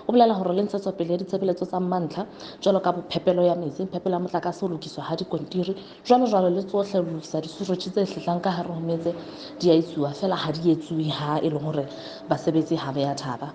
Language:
Southern Sotho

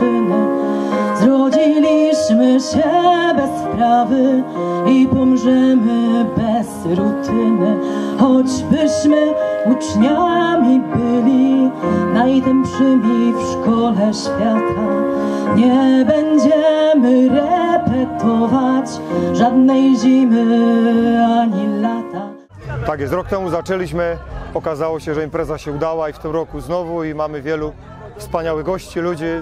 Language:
Polish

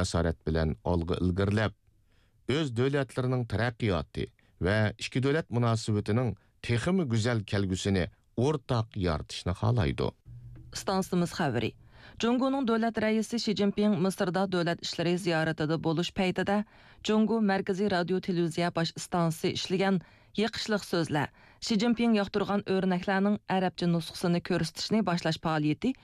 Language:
Uyghur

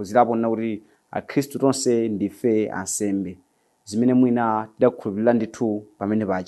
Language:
Nyanja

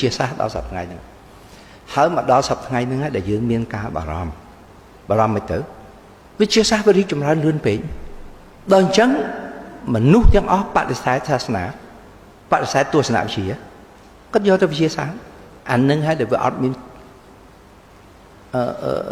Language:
Khmer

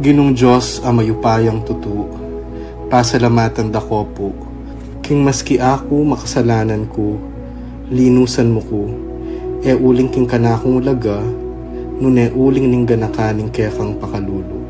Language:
Pampanga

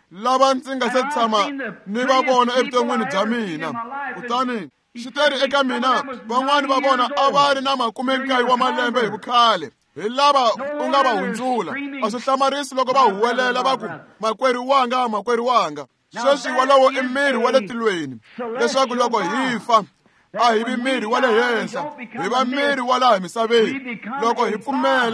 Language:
Tsonga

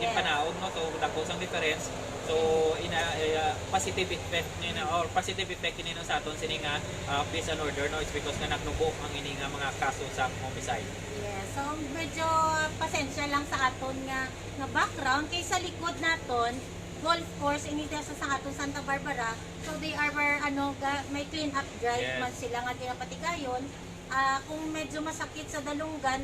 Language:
Hiligaynon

